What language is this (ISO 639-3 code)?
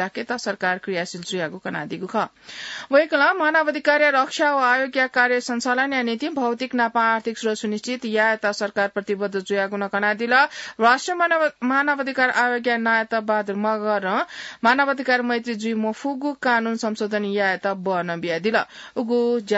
new